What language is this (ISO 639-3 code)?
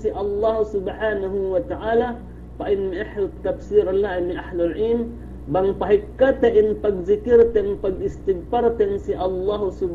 yka